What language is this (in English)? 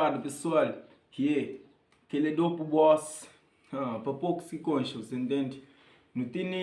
Kabuverdianu